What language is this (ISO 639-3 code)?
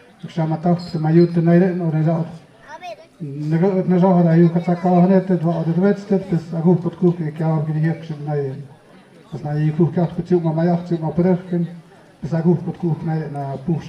mxp